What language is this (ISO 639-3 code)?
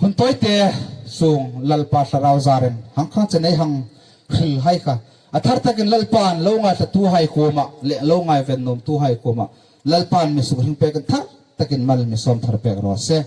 hmr